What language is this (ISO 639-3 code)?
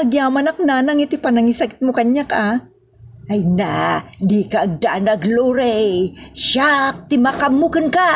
ilo